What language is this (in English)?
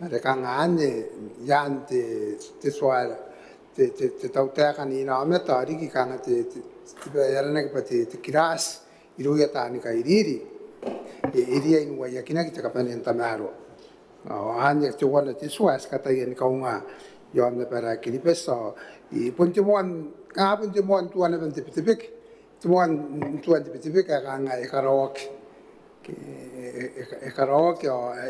Gilbertese